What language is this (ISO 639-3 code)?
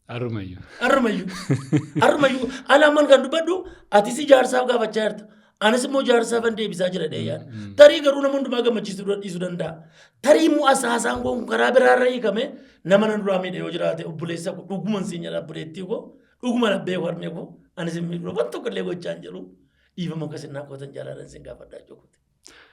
orm